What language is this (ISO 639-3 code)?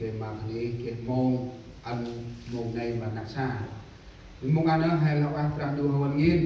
cmo